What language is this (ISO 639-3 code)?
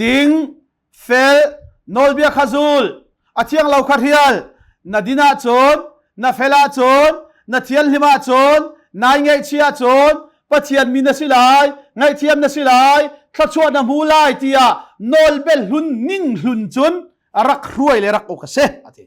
cnh